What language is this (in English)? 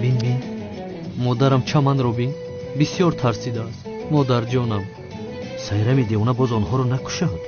Tajik